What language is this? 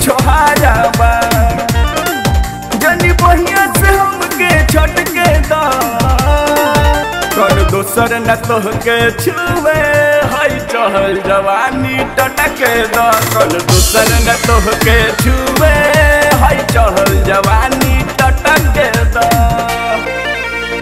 Bhojpuri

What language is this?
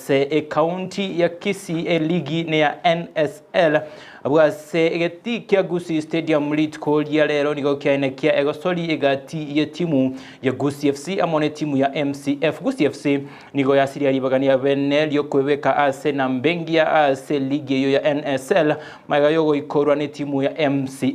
Gusii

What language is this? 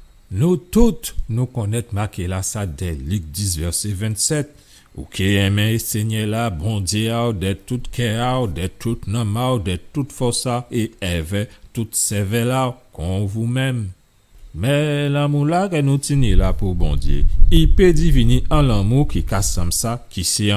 Guadeloupean Creole French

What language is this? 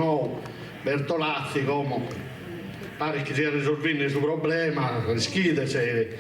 Sardinian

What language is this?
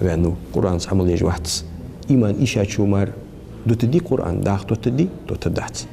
Ingush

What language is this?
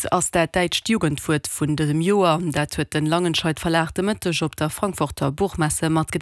Luxembourgish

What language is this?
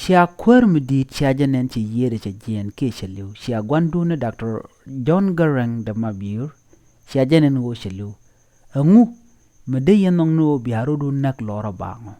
Nuer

